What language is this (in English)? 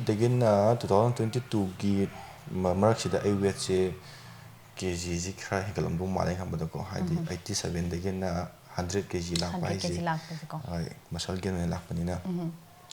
Manipuri